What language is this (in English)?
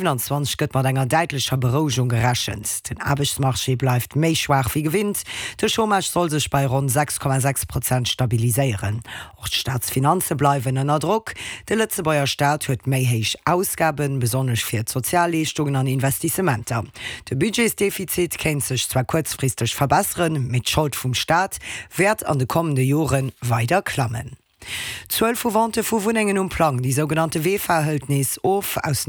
Luxembourgish